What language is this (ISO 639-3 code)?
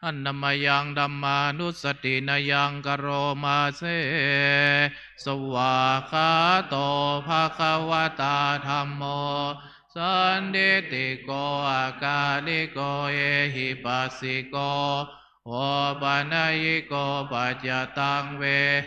pli